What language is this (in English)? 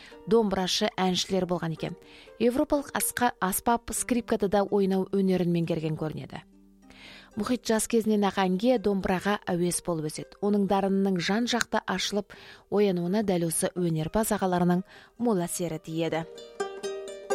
Kazakh